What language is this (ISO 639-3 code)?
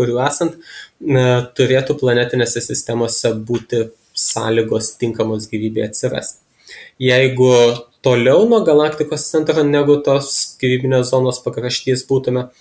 lit